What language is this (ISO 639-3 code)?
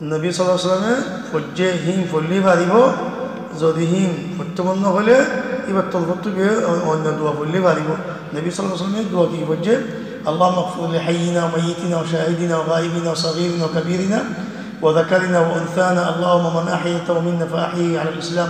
rhg